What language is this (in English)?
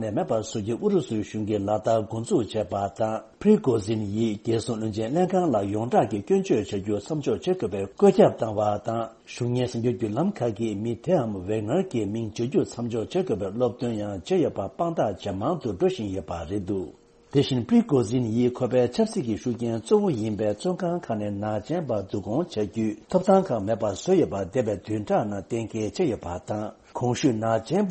Tibetan